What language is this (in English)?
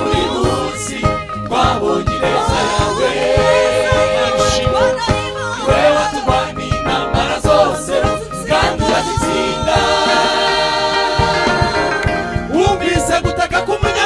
Kinyarwanda